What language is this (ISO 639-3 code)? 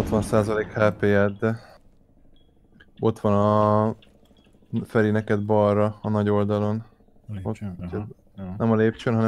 hun